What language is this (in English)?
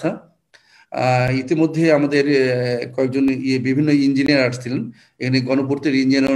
Bangla